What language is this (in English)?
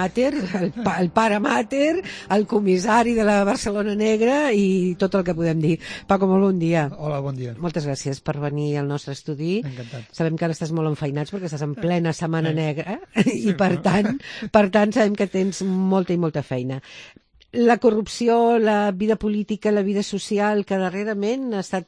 Catalan